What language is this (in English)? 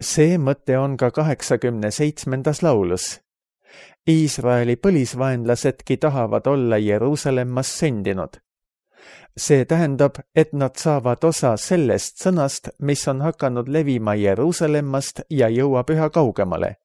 Estonian